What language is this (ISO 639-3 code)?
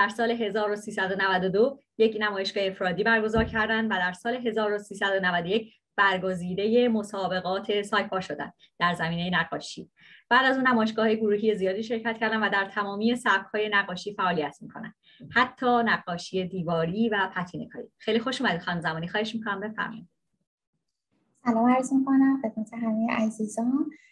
fas